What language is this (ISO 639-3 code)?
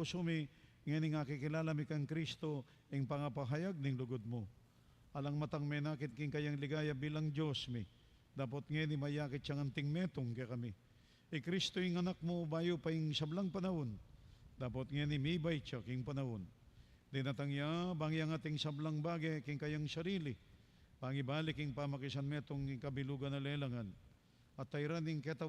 pam